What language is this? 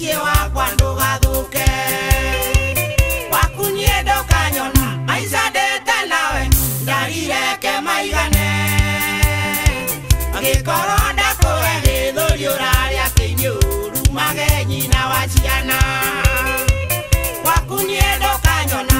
Kikuyu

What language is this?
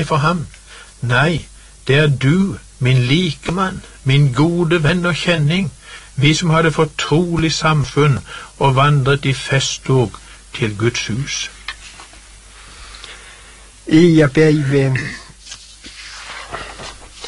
Norwegian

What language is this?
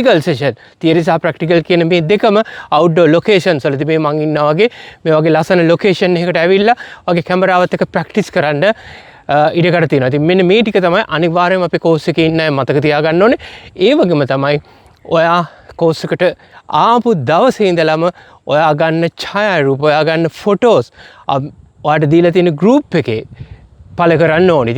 Sinhala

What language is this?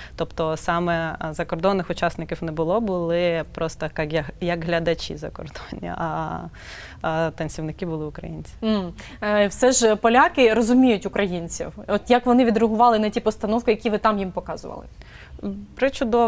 Ukrainian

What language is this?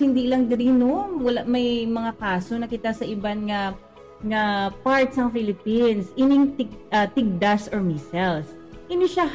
Hiligaynon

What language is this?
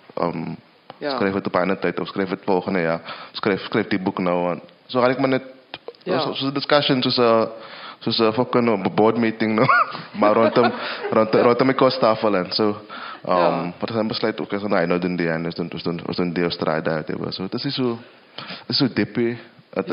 Afrikaans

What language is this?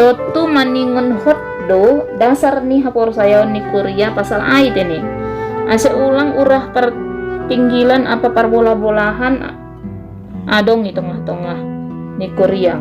Batak Simalungun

